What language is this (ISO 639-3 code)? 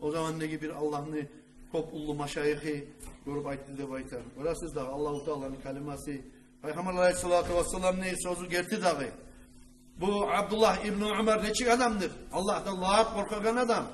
kum